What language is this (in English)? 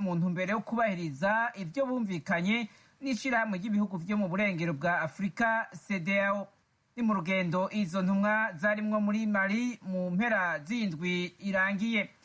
Rundi